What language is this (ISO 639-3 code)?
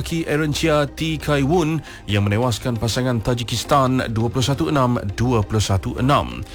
msa